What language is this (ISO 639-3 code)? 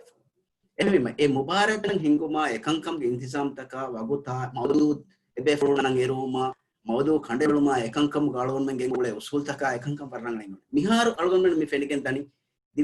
div